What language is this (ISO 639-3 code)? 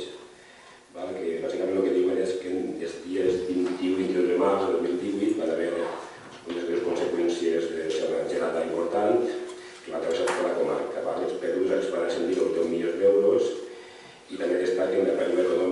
cat